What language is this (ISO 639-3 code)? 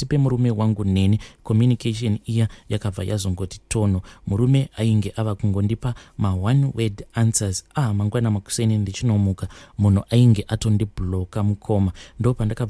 sna